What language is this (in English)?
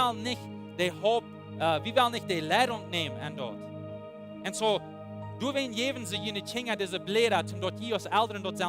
Plautdietsch